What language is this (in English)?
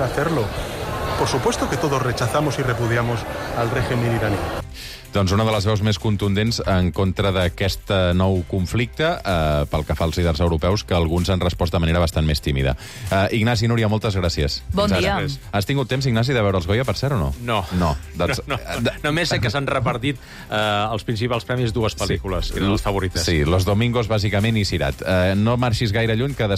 Catalan